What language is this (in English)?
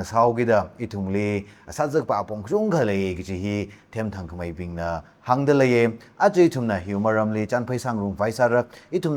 Tangkhul Naga (India)